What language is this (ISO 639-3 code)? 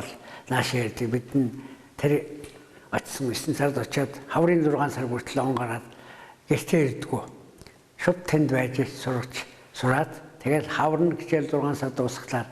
mon